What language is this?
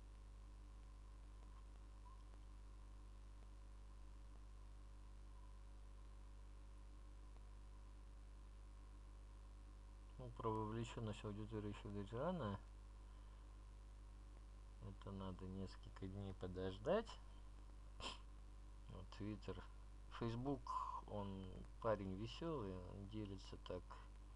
Russian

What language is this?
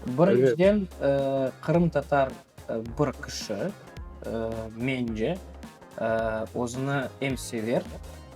Crimean Tatar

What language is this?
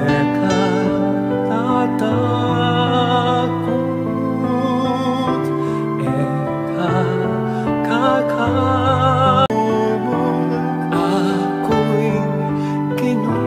Pampanga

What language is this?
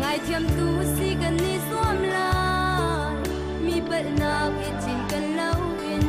Hakha Chin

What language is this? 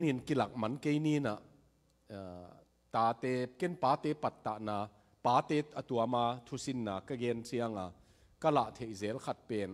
Tedim Chin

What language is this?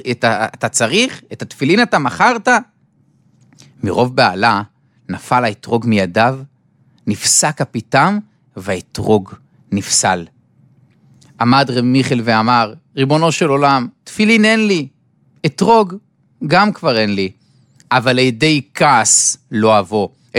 Hebrew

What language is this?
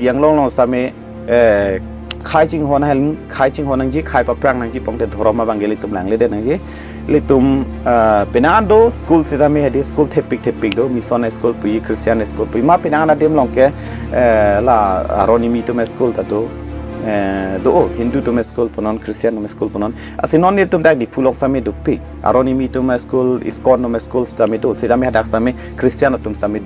Karbi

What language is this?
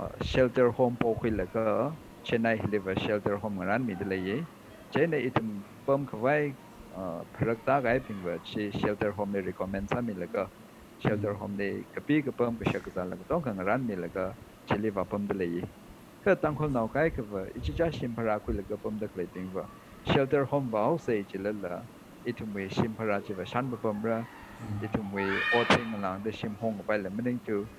Tangkhul Naga (India)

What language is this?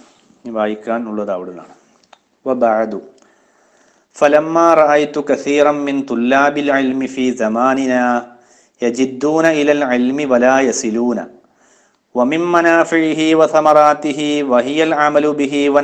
Malayalam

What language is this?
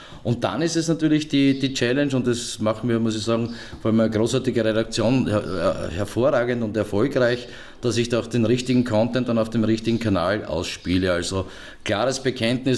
German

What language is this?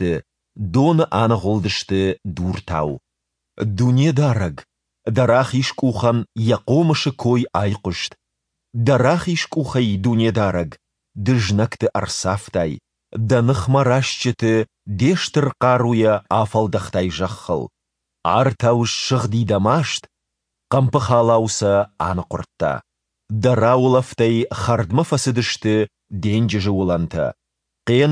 Ossetic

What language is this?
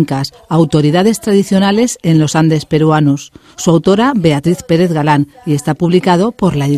Spanish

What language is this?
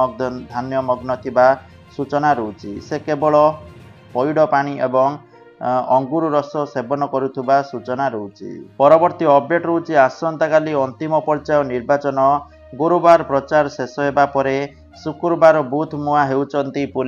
Odia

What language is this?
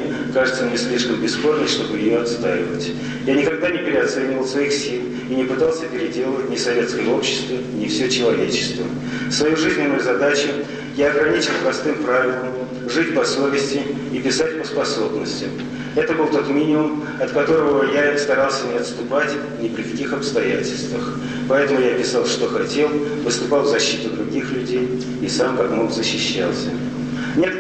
Russian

